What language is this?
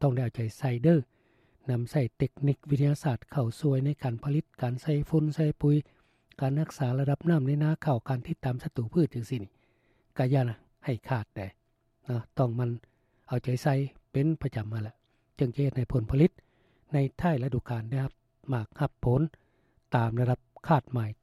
Lao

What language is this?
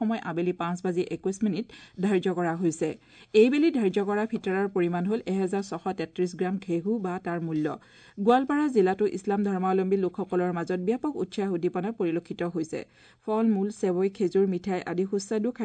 Assamese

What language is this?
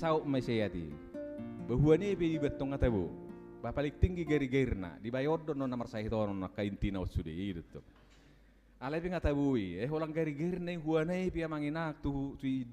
Batak Toba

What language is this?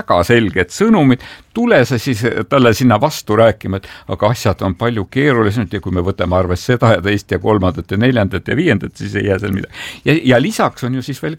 Estonian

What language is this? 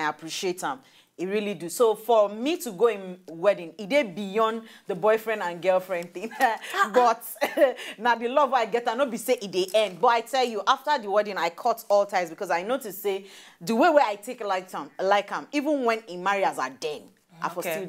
Nigerian Pidgin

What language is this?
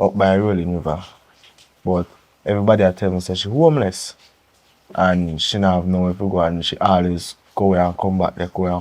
Jamaican Creole English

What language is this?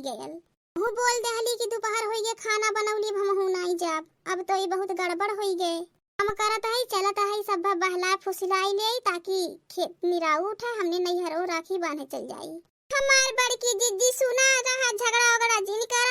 Awadhi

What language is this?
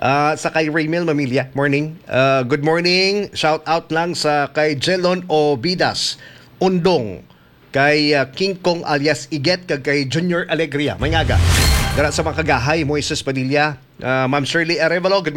Hiligaynon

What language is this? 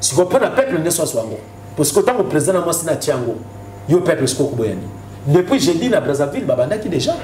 Lingala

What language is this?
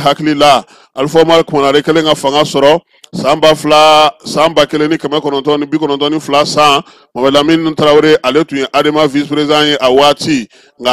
Bambara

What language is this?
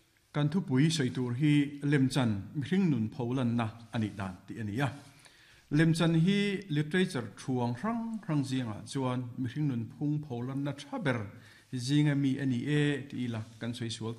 Mizo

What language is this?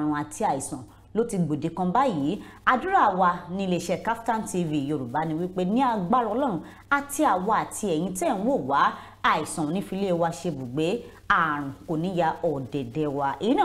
Yoruba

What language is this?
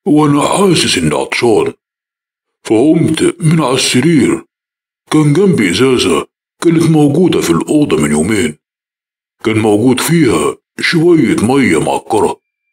Egyptian Arabic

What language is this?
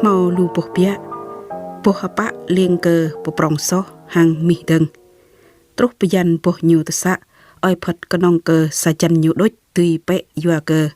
Jarai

